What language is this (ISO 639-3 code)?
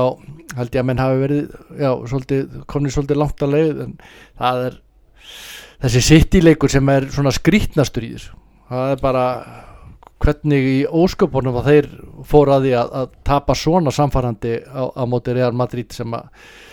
isl